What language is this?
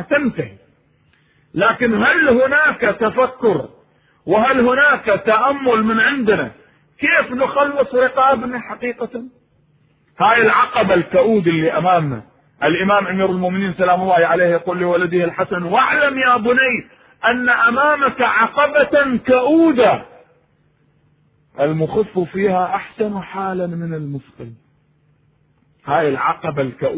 Arabic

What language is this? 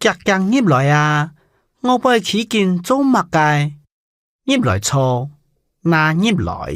Hakka Chinese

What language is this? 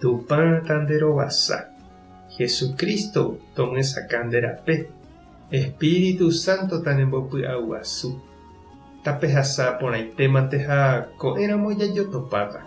Guarani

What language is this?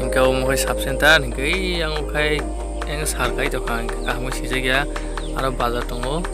Kok Borok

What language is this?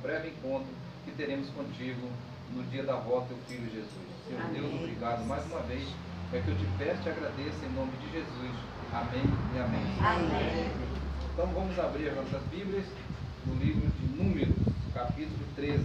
Portuguese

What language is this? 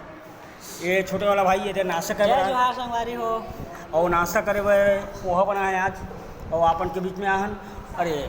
Chhattisgarhi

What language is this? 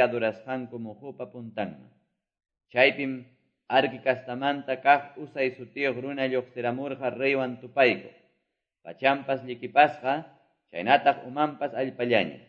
Quechua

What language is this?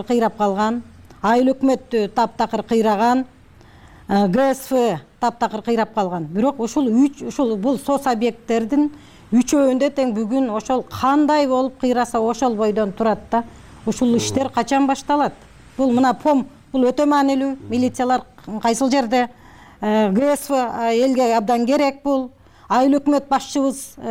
Kyrgyz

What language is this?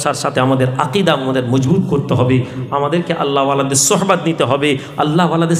Bangla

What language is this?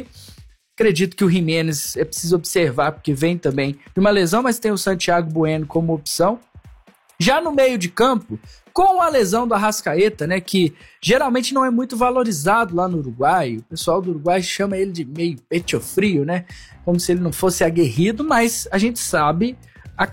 Portuguese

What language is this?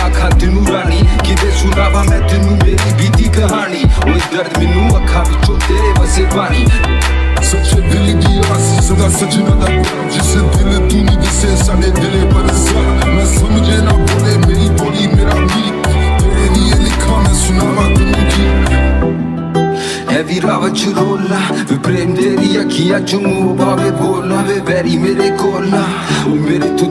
Punjabi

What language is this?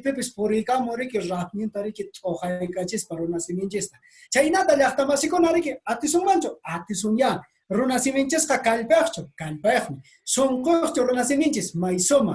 Quechua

